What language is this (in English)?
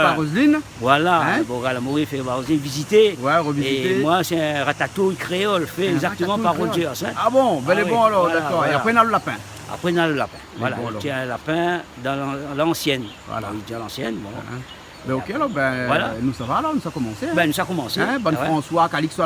Réunion Creole French